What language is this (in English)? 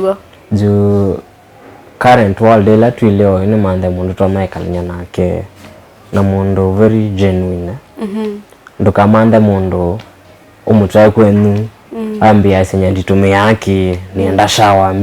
Kamba